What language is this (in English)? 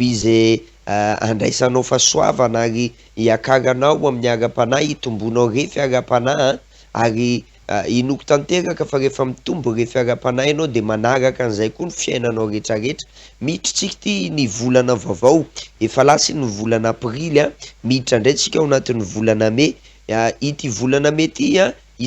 Malagasy